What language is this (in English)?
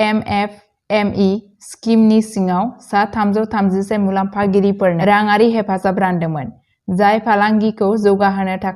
Bodo